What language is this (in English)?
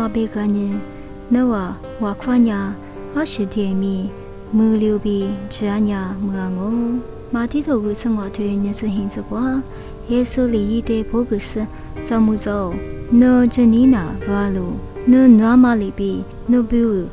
Lisu